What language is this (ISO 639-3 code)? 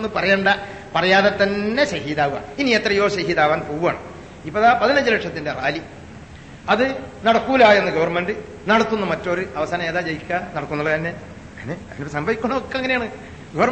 mal